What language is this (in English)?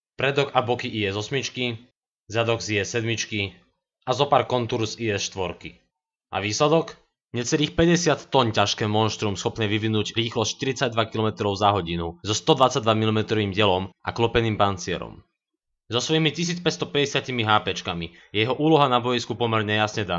Slovak